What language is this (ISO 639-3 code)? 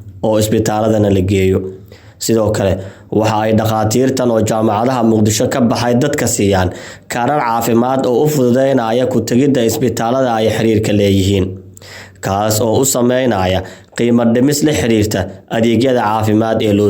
som